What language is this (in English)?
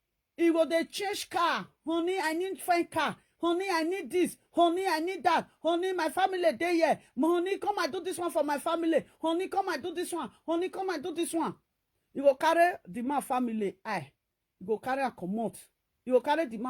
Nigerian Pidgin